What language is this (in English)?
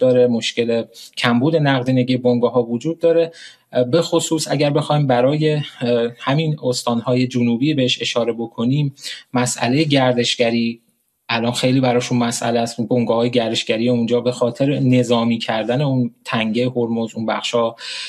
Persian